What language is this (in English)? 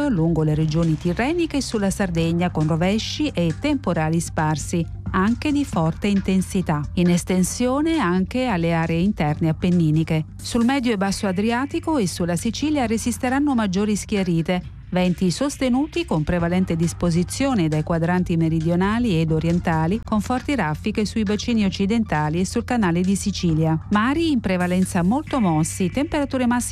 Italian